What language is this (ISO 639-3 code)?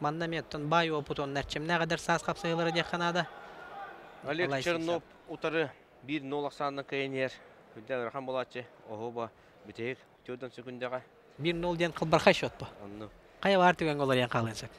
sah